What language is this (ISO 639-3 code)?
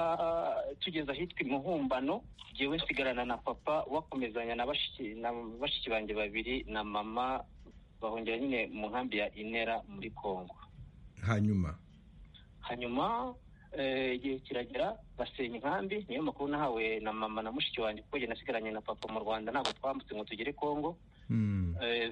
kin